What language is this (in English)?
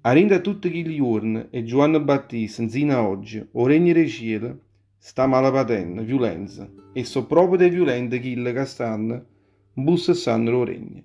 Neapolitan